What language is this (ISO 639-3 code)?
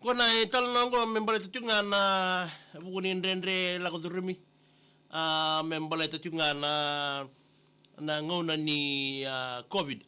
fij